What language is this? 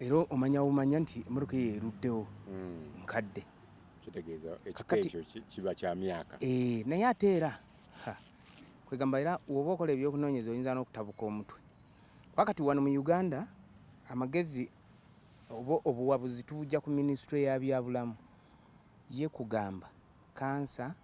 Ganda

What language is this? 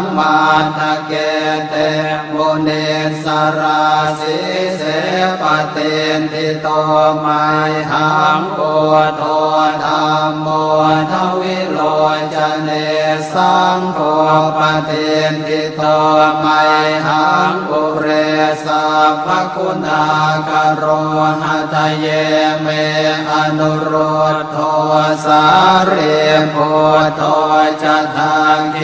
Pali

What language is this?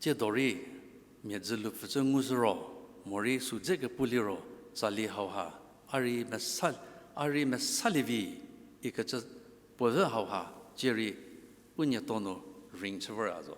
Angami Naga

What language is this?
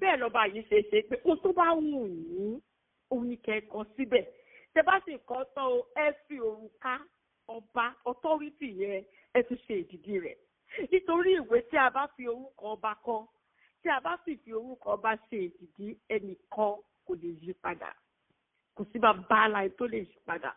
Yoruba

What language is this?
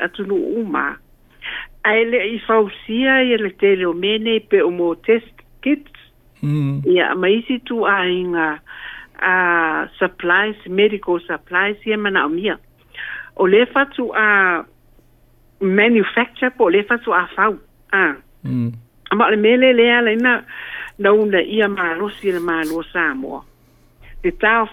Samoan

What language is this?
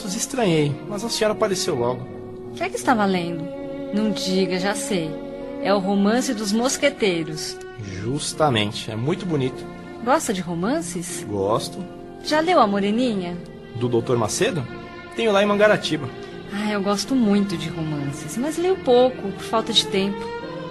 Portuguese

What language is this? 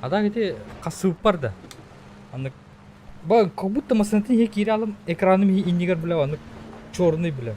Yakut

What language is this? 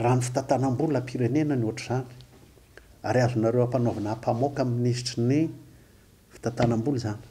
Malagasy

